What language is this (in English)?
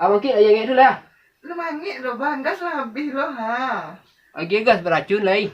Minangkabau